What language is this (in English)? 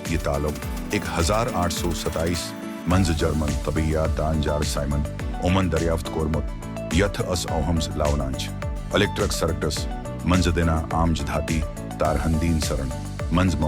Kashmiri